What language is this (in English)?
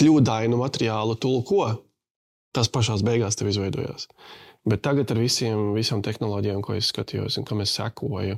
Latvian